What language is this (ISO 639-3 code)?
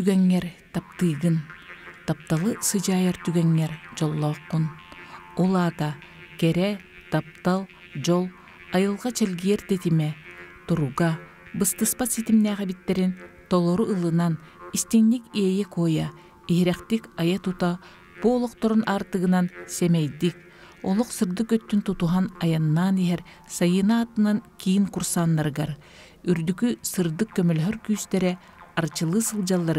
sah